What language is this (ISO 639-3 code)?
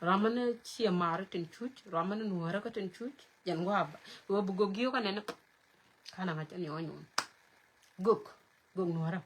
nus